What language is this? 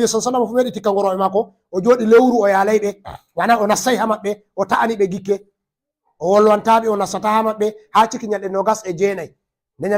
Fula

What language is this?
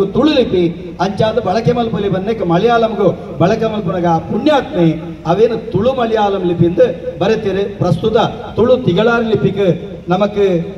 Tulu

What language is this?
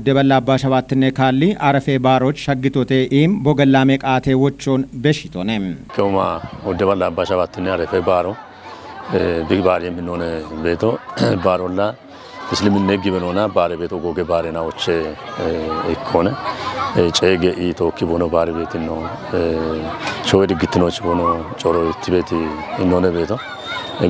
Kafa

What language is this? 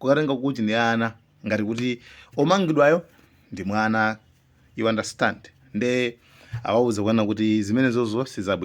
Nyanja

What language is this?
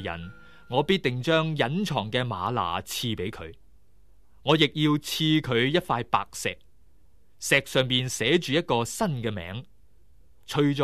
Cantonese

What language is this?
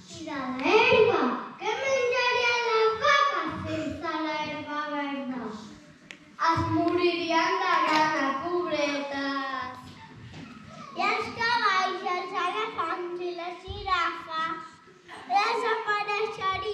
Catalan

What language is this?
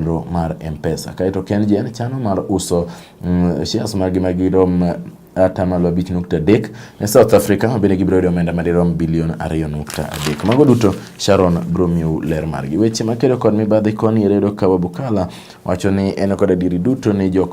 Luo (Kenya and Tanzania)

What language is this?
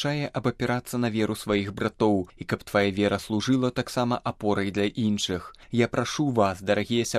Belarusian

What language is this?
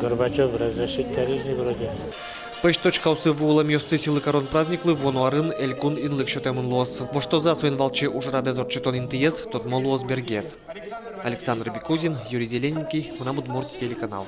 Udmurt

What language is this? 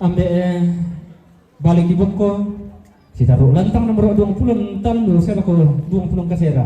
Toraja-Sa'dan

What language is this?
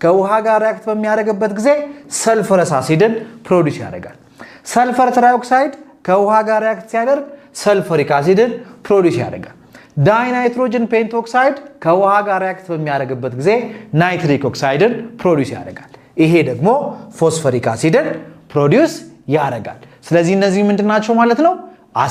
Amharic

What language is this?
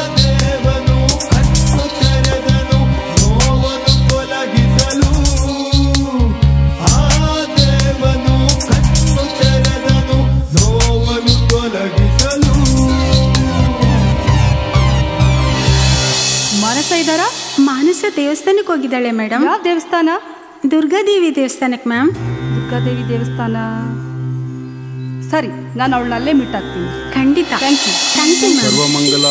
Kannada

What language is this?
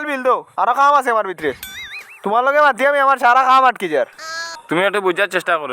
Sylheti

